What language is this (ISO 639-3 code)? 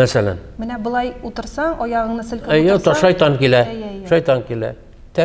tat